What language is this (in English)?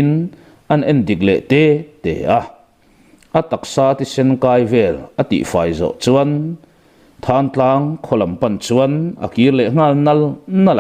Mizo